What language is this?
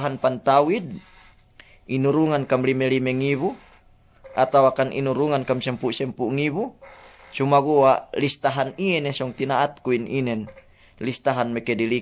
Yakan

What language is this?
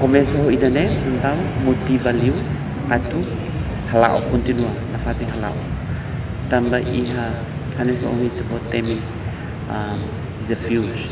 Tetum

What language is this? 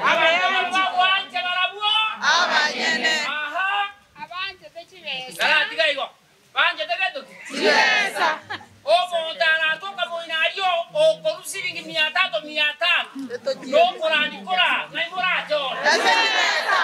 Gusii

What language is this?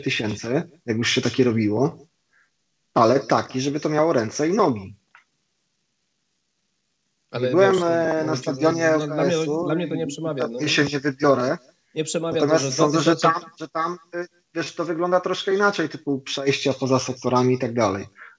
Polish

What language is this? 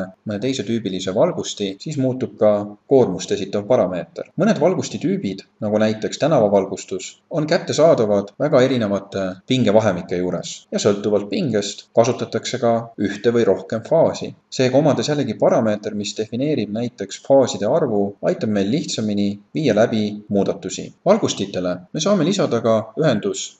Estonian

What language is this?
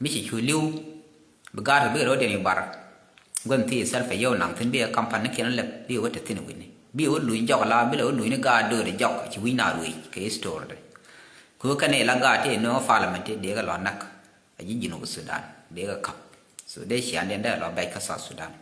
Nuer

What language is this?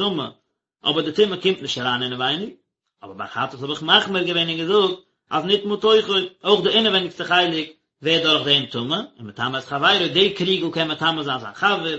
Yiddish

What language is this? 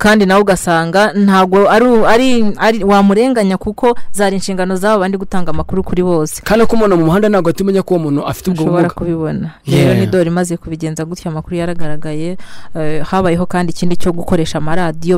Kinyarwanda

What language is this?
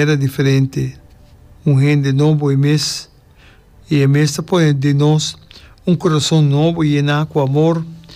Papiamento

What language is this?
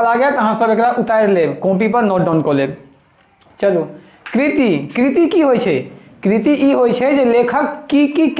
Maithili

